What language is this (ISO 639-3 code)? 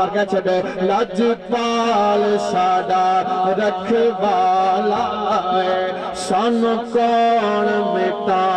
lah